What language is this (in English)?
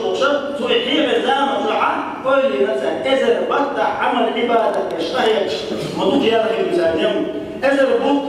Chechen